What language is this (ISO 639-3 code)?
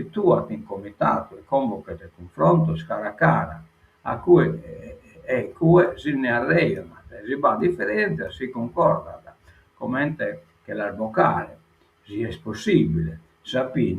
srd